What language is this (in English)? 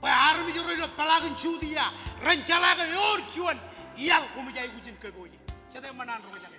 Marshallese